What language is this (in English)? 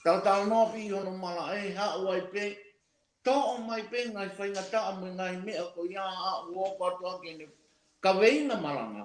Tongan